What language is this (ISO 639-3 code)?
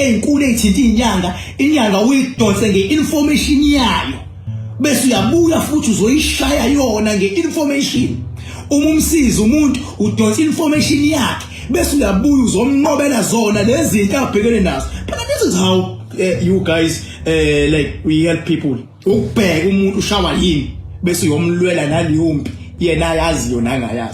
zul